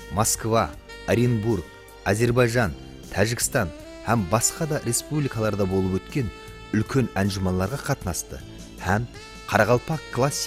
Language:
Kara-Kalpak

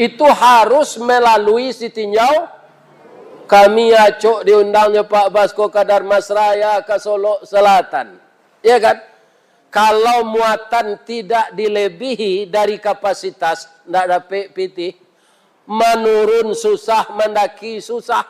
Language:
Minangkabau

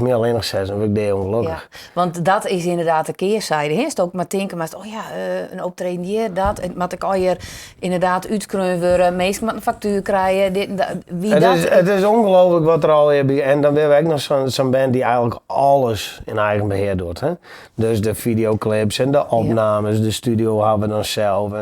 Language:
Western Frisian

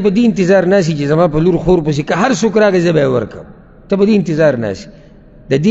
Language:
Pashto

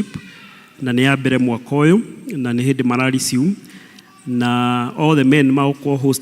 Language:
Kikuyu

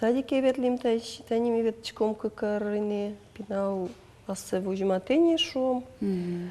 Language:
Udmurt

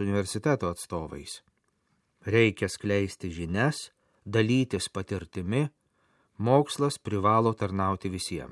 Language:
Lithuanian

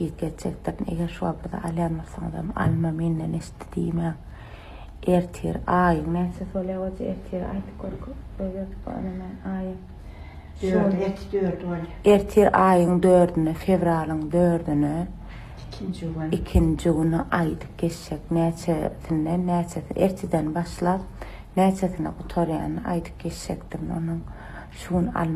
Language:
Turkmen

